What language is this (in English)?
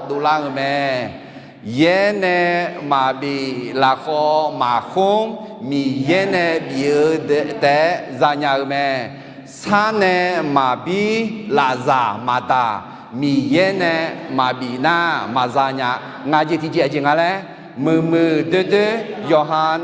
Akha